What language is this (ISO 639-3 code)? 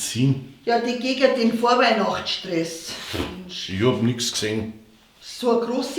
bar